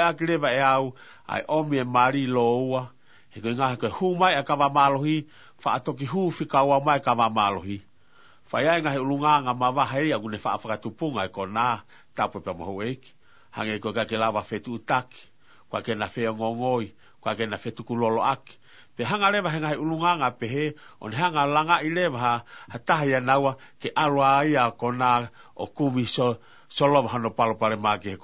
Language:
Tongan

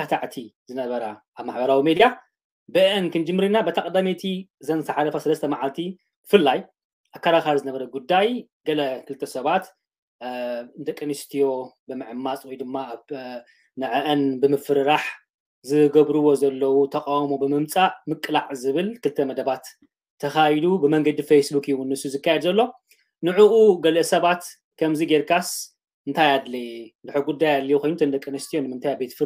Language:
Tigrinya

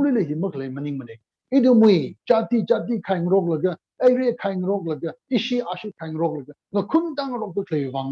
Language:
Tangkhul Naga (India)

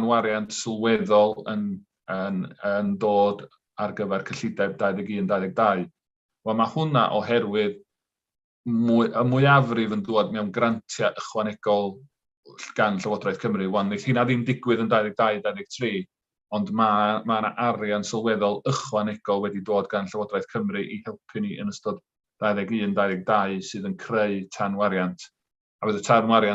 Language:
Welsh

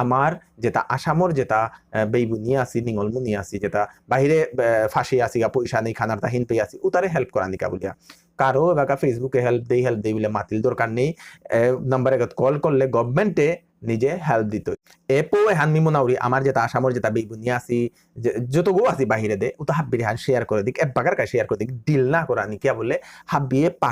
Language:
Bishnupriya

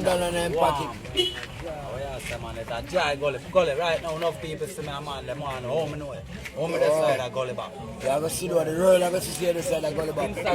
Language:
Jamaican Creole English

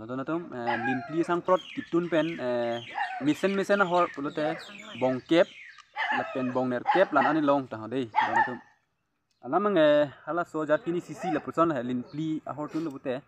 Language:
Karbi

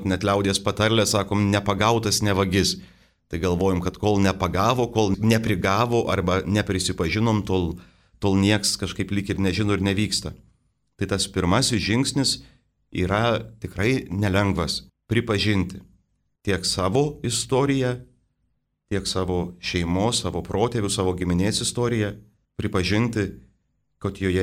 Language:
Lithuanian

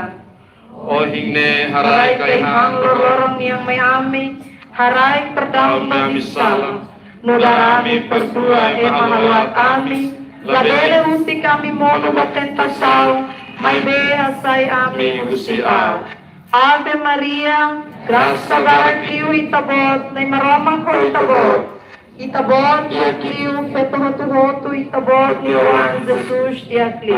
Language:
Tetum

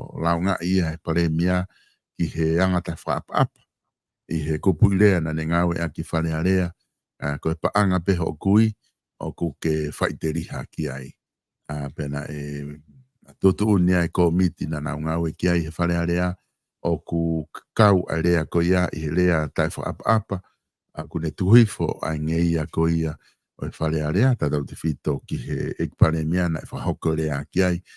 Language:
Tongan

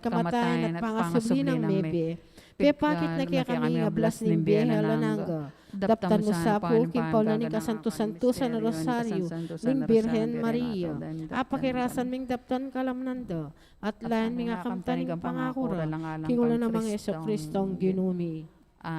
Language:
Pampanga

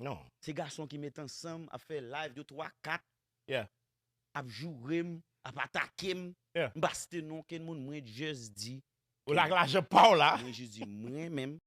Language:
Haitian Creole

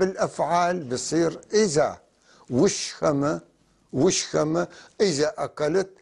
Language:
North Levantine Arabic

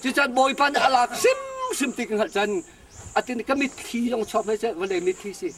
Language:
Hakha Chin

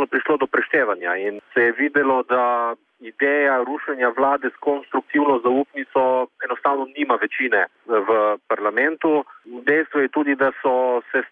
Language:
Slovenian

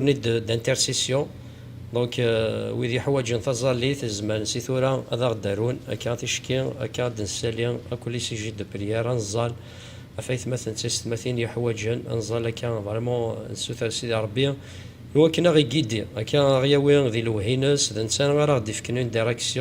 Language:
Kabyle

